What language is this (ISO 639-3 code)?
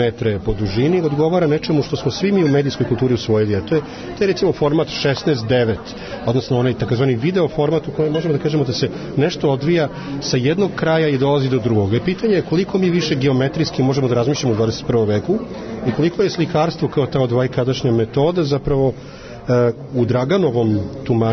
srp